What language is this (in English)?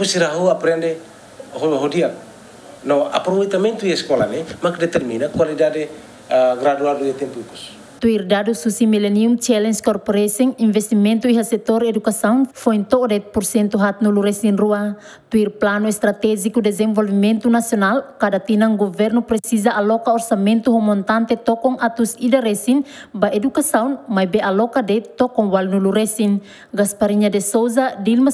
Tetum